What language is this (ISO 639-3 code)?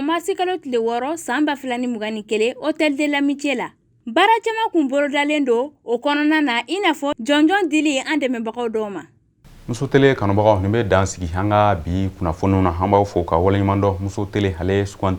bam